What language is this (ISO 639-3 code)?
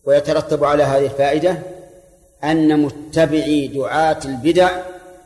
ara